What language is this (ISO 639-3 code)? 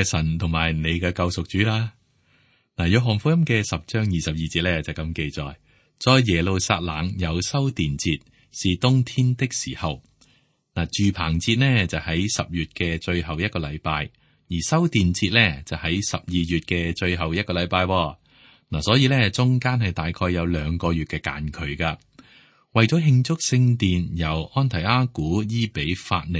yue